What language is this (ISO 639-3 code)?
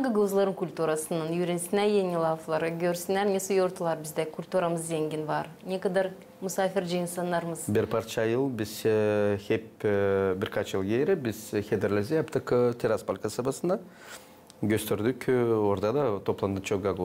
gag